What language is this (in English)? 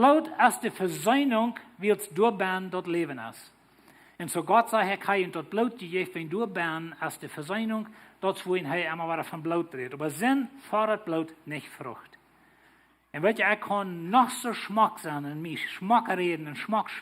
Plautdietsch